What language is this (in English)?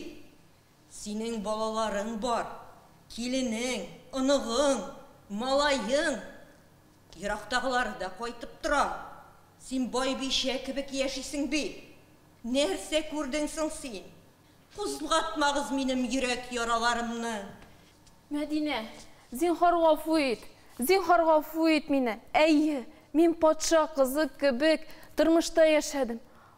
Tatar